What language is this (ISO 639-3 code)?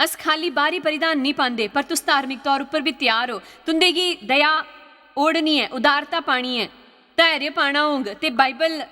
doi